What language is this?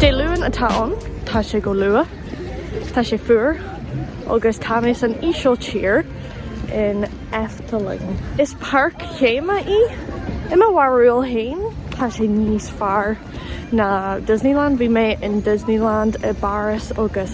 Irish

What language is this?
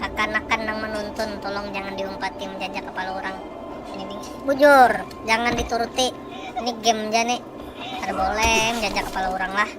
Banjar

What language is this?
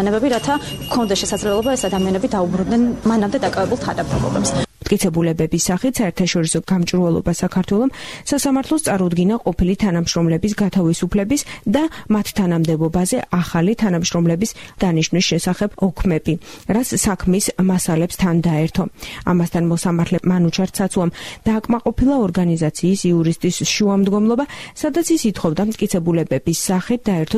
Georgian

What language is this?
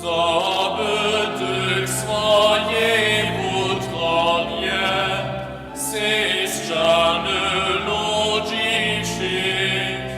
Upper Sorbian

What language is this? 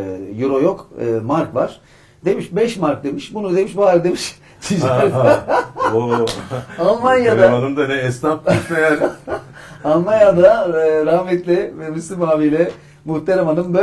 Turkish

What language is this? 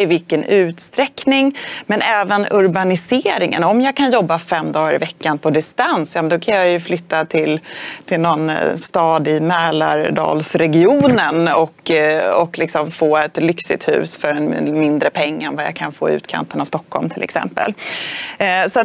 Swedish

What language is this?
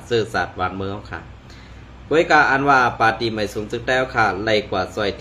Shan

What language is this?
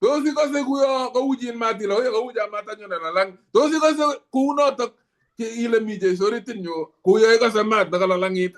Kalenjin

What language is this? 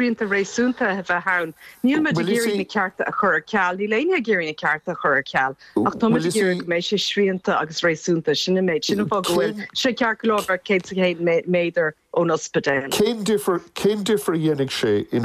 Irish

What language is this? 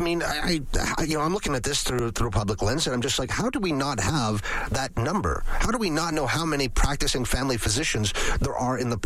English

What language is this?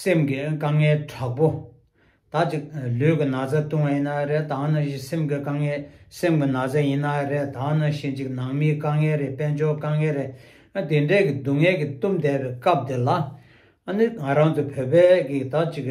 Tibetan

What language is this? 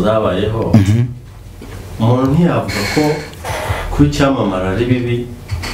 Kinyarwanda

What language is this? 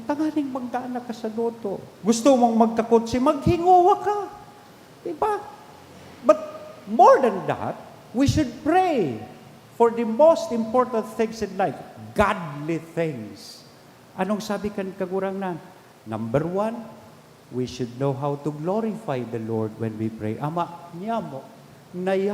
Bikol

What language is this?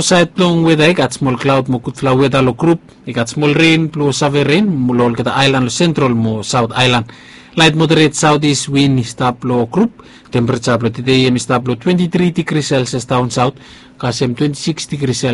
Bislama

